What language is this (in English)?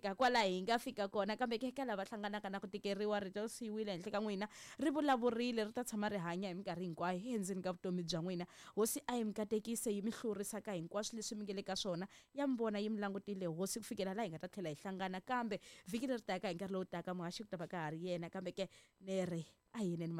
Tsonga